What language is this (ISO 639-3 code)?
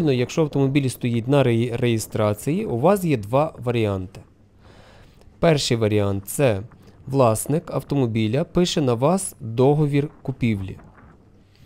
ukr